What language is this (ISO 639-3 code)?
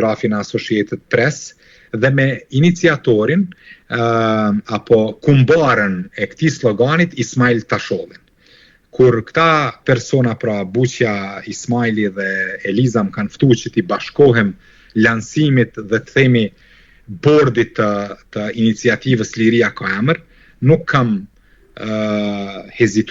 sqi